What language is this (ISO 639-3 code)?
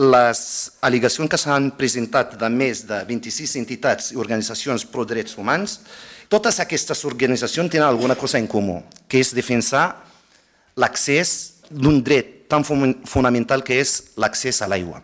cat